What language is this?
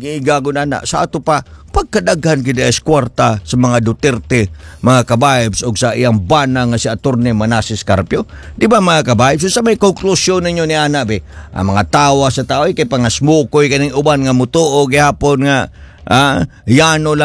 Cebuano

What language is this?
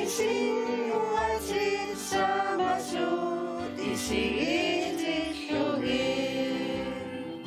Kalaallisut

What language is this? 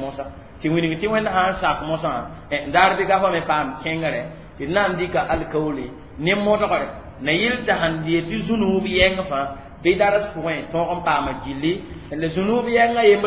Mossi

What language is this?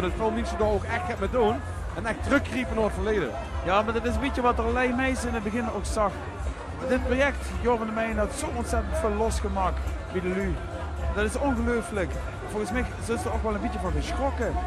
Limburgish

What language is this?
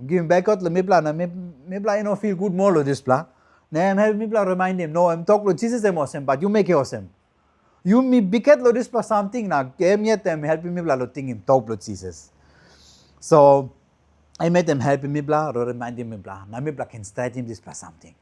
Tok Pisin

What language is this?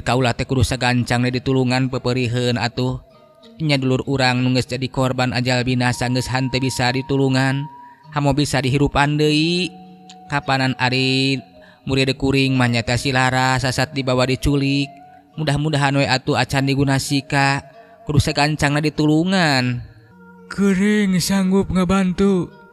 Sundanese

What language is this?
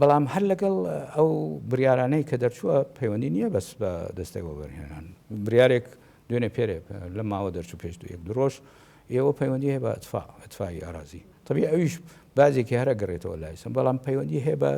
Central Kurdish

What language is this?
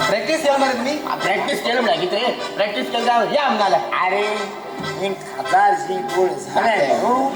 Konkani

